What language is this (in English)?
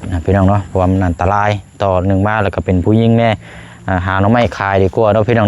Lao